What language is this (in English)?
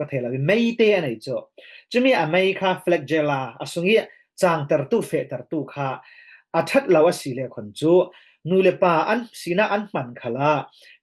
Falam Chin